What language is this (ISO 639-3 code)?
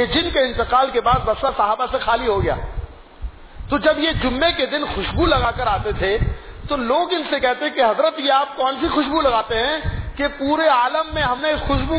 urd